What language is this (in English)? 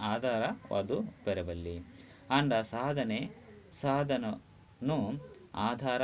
Tulu